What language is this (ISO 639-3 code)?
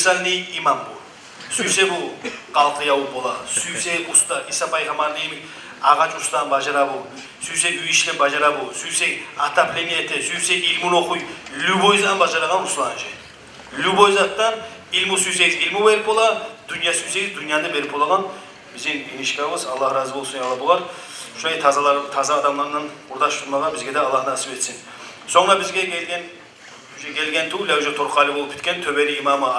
kum